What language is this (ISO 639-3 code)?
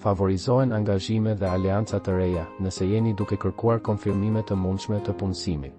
sqi